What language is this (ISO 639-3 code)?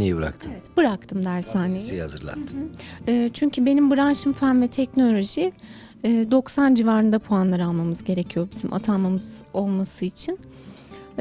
tur